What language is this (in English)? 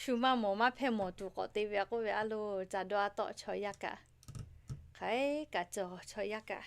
Lahu